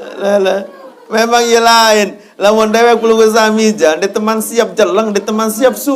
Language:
Sasak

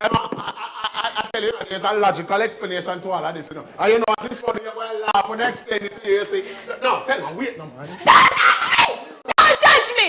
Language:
Jamaican Creole English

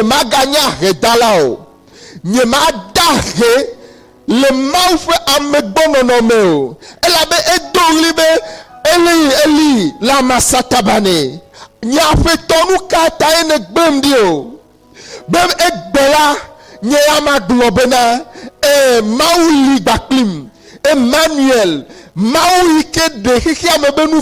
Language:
Ewe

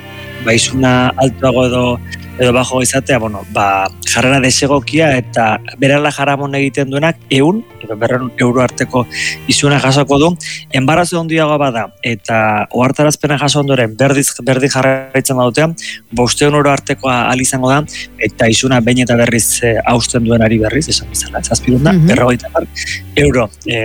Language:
Basque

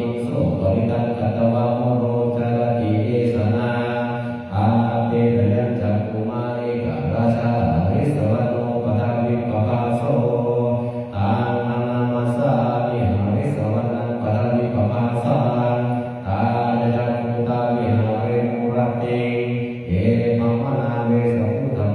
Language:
Pali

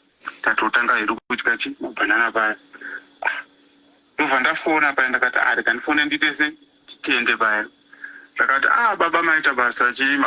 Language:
Shona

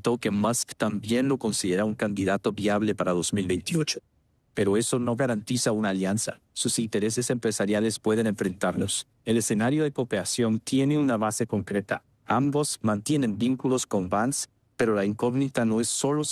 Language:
Spanish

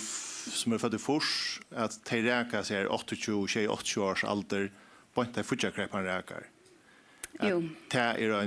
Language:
Faroese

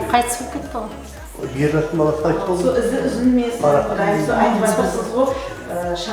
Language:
Kara-Kalpak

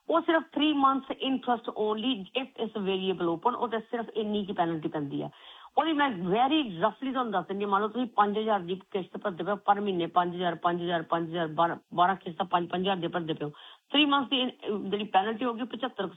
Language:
Punjabi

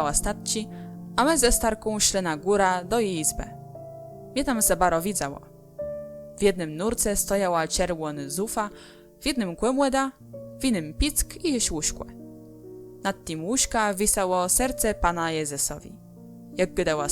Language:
Kashubian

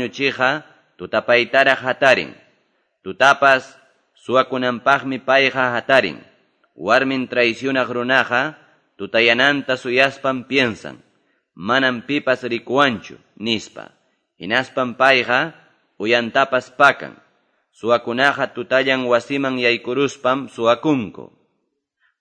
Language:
Quechua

